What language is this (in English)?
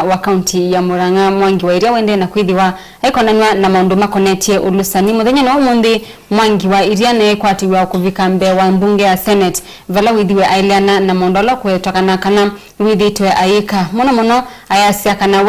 Kamba